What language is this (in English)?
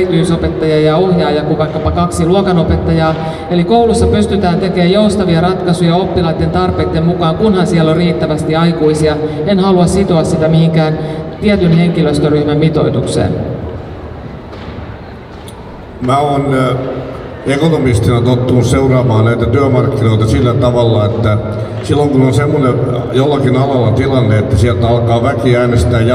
Finnish